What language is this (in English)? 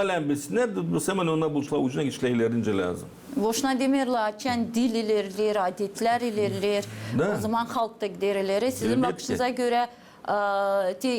Gagauz